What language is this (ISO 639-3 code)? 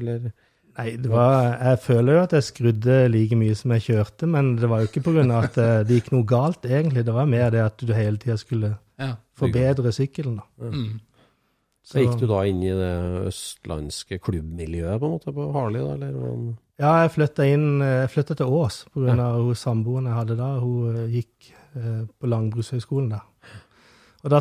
nor